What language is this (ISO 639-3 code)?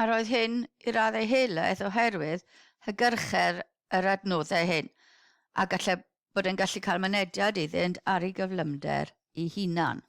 cym